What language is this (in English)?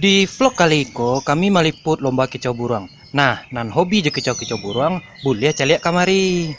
Minangkabau